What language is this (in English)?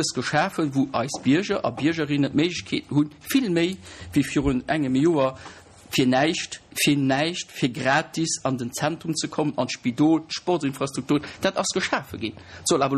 Luxembourgish